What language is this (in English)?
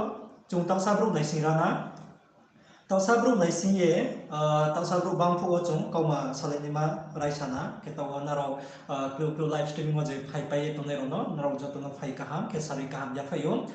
Riang (India)